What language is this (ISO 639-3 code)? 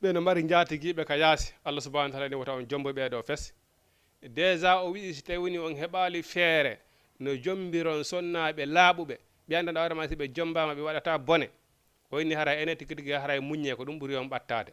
ful